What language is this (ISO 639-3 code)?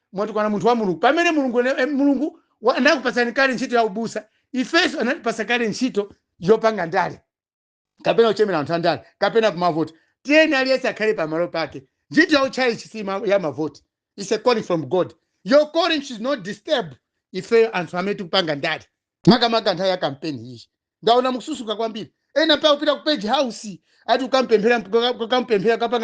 nya